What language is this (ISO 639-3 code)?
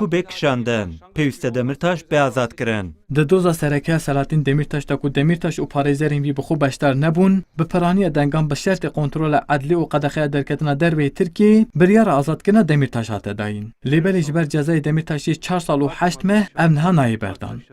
kur